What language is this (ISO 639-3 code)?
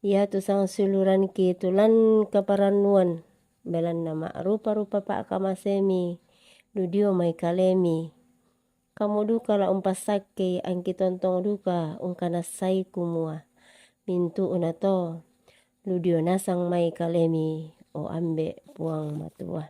sda